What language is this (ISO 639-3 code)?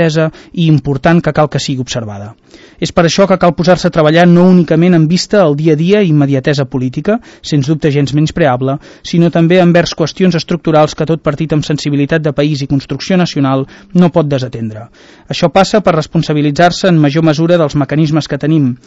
cat